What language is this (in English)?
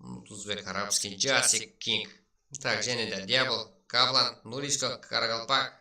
Kara-Kalpak